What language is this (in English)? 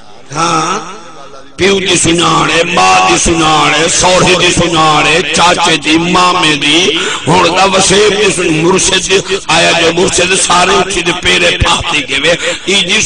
Saraiki